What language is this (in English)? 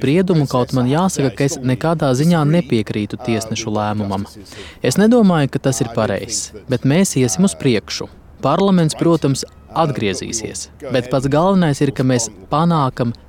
Latvian